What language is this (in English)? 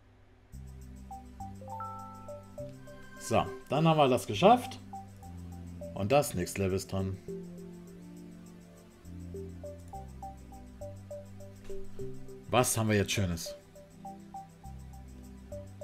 German